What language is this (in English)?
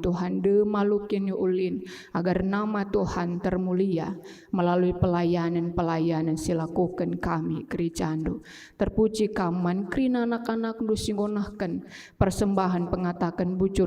Batak Karo